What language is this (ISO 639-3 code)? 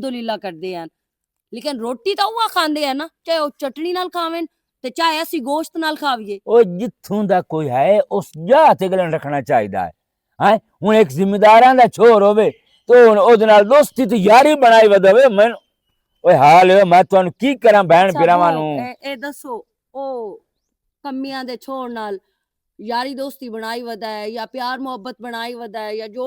lah